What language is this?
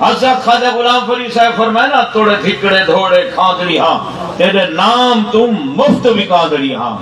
Saraiki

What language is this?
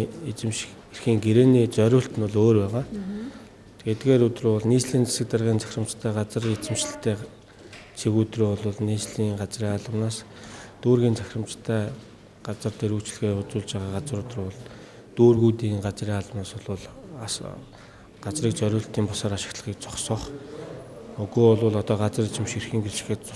Mongolian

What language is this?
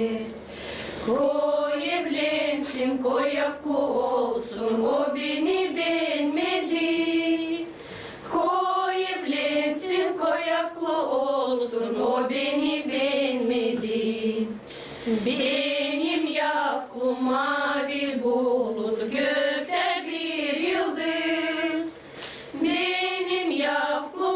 Gagauz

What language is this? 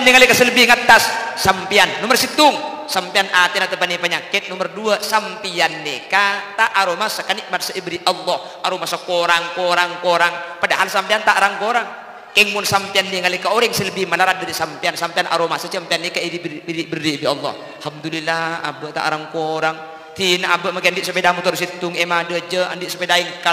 Madurese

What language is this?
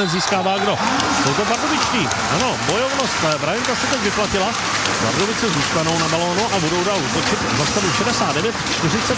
Czech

